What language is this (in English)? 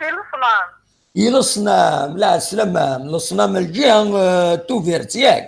Kabyle